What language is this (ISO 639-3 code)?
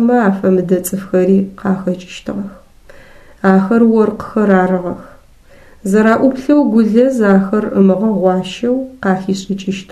ady